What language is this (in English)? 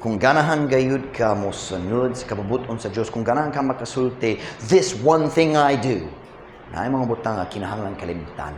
Cebuano